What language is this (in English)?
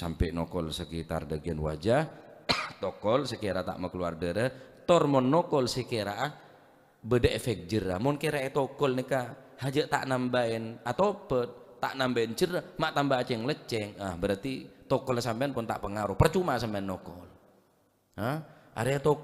Madurese